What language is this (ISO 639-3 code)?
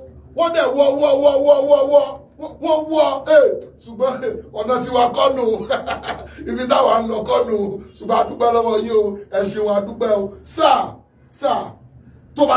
yor